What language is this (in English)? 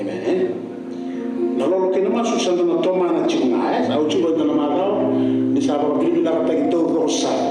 Fijian